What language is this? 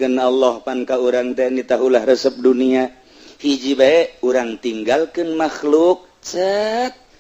Sundanese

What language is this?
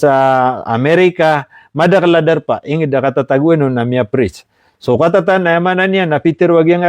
Maranao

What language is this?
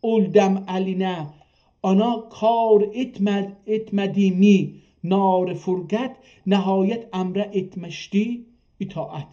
South Azerbaijani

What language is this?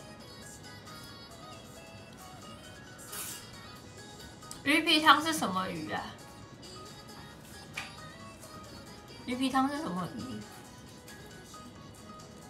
Chinese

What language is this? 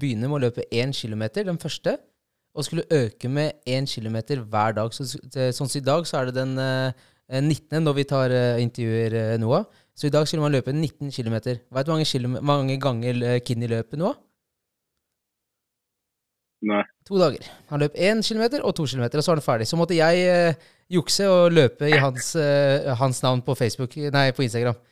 Norwegian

